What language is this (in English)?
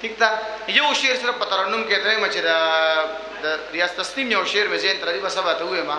Pashto